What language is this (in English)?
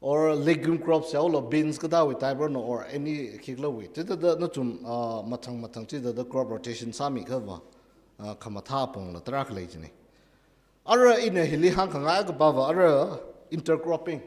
Tangkhul Naga (India)